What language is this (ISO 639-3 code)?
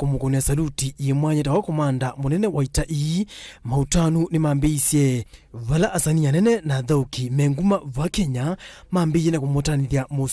kam